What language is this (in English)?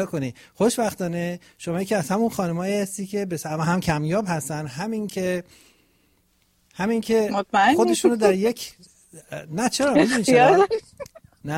Persian